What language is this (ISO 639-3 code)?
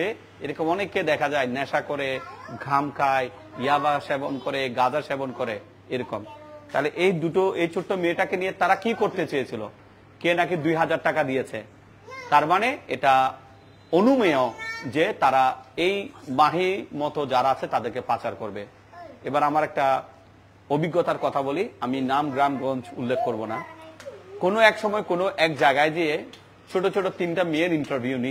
ben